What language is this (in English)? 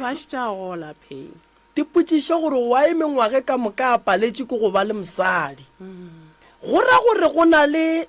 Northern Sotho